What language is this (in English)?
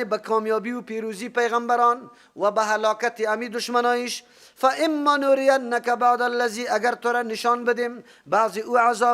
Persian